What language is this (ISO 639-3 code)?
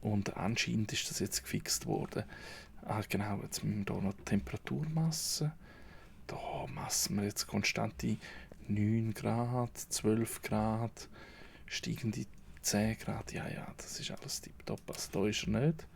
gsw